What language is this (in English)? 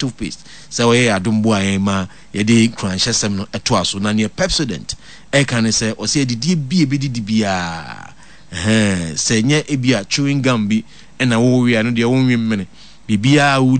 Akan